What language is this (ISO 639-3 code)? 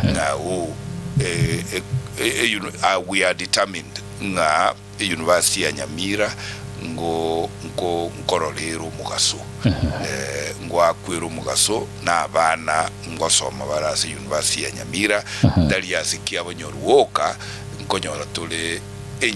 guz